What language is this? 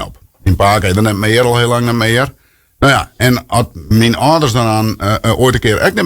Western Frisian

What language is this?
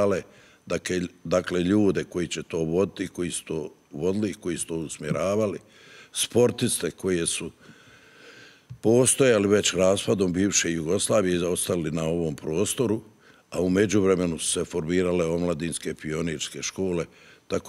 Bosnian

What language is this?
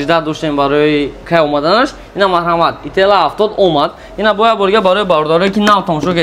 Tajik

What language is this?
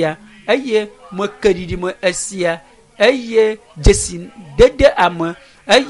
Ewe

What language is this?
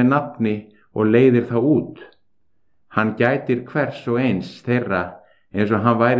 Icelandic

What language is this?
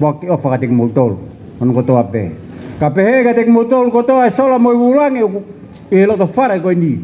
Tongan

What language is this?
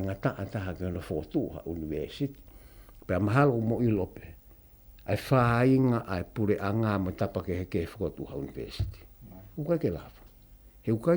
Tongan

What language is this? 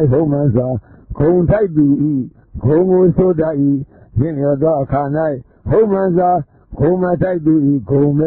Burmese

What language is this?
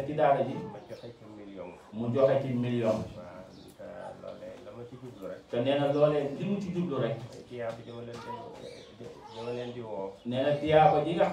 Wolof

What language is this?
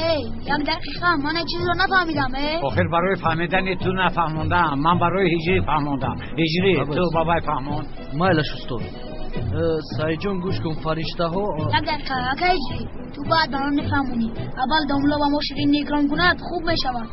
Tajik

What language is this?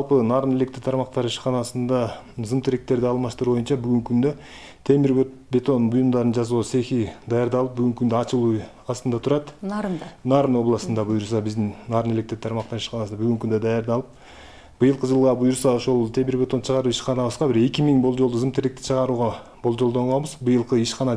Kyrgyz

